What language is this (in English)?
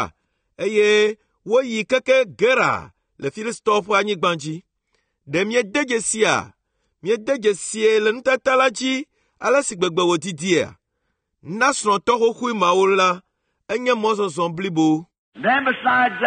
Ewe